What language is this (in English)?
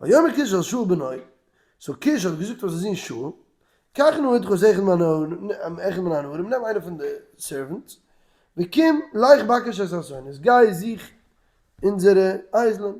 Yiddish